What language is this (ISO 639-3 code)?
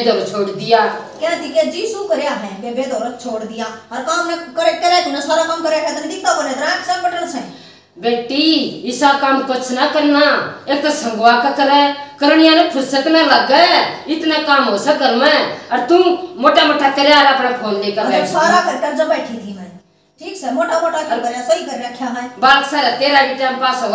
bgc